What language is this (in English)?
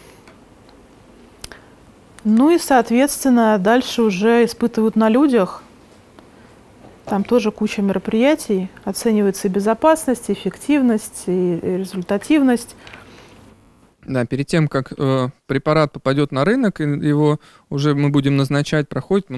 Russian